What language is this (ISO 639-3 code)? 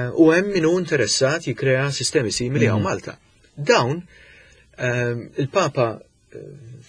mlt